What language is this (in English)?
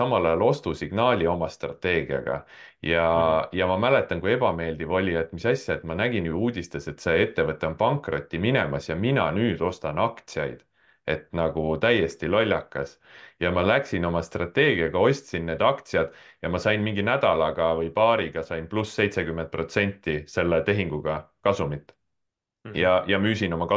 Estonian